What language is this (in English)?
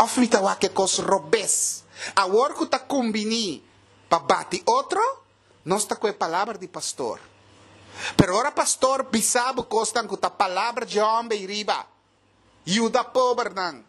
Papiamento